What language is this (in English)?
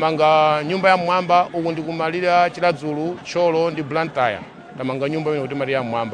Nyanja